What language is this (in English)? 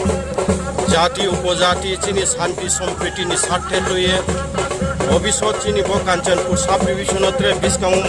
Riang (India)